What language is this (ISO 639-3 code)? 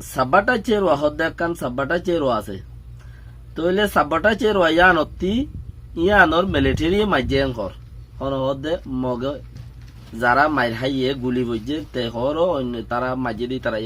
rhg